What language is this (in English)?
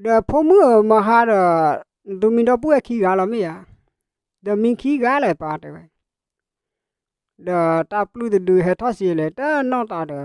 S'gaw Karen